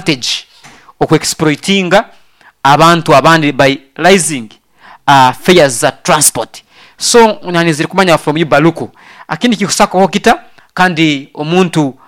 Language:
Nyoro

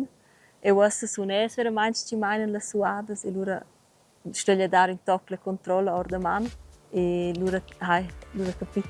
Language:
Romansh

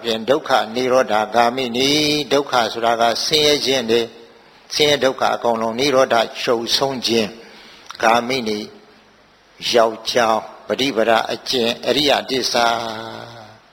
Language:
Burmese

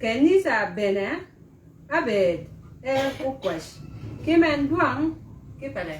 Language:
Shilluk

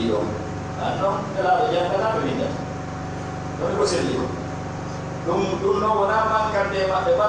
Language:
Pular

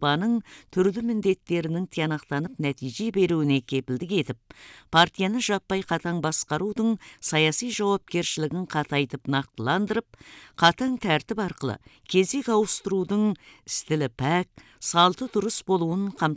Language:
Kazakh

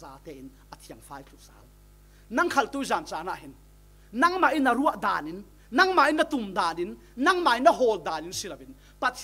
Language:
Falam Chin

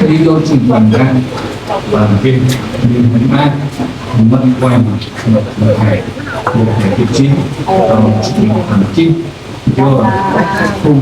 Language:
Central Mnong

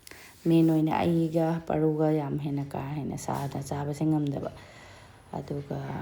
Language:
Manipuri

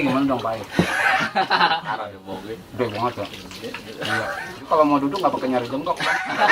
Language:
Betawi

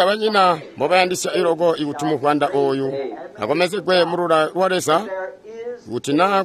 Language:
Tonga (Zambia)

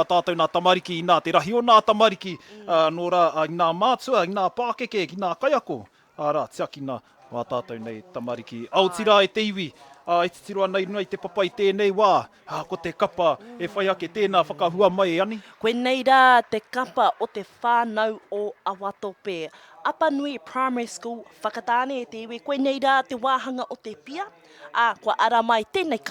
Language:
Māori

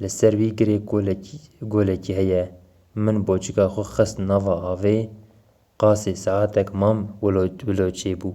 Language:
Kurdish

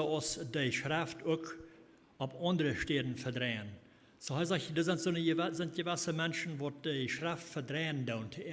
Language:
Plautdietsch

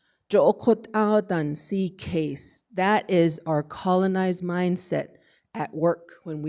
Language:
Navajo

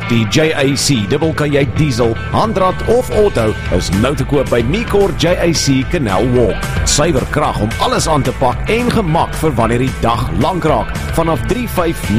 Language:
Afrikaans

